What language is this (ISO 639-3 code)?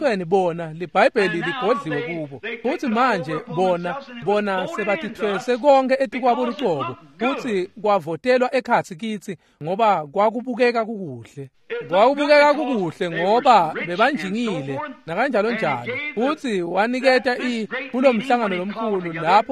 ssw